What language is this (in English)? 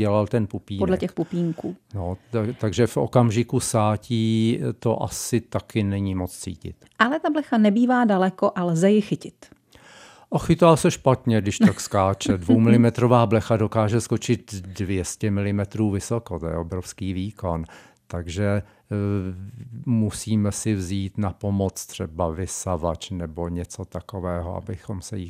Czech